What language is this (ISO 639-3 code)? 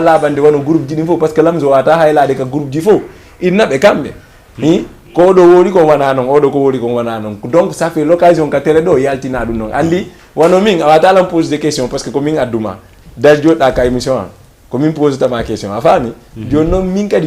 ful